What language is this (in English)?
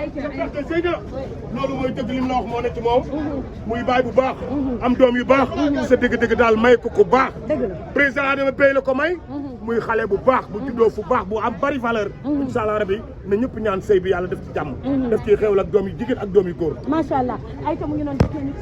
Wolof